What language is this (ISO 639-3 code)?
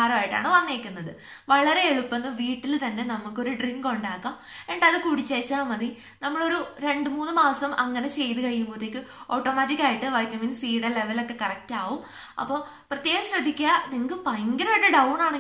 mal